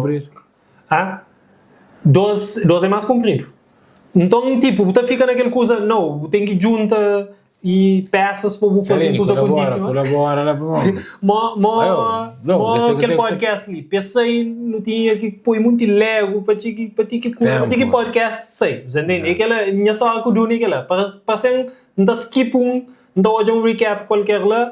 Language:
Kabuverdianu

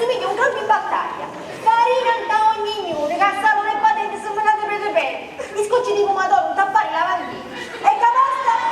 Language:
Sicilian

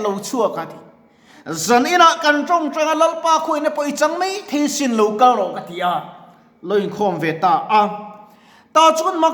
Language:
Mizo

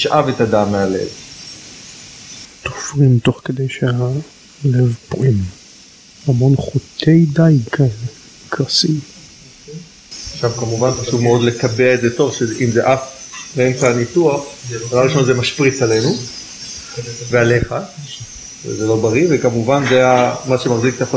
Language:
Hebrew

